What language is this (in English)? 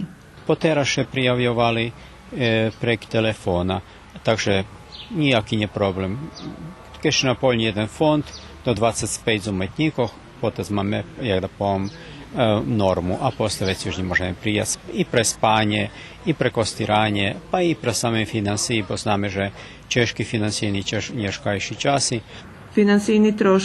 Rusyn